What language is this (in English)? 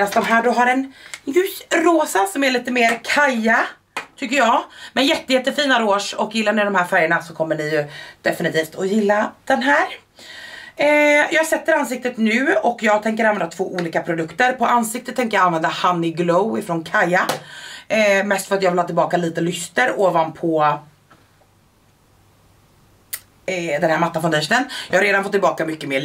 Swedish